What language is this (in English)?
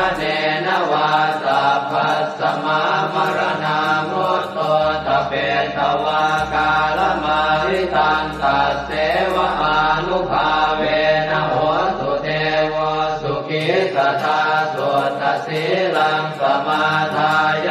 Pali